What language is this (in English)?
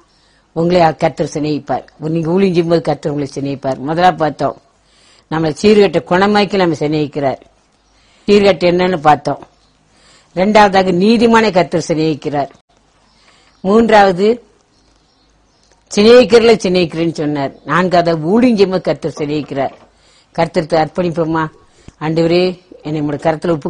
Tamil